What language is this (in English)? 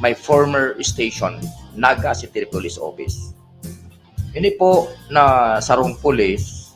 Bikol